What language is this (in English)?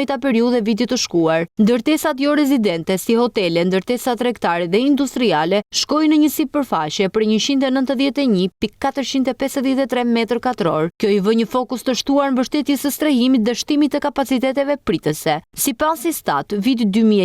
Albanian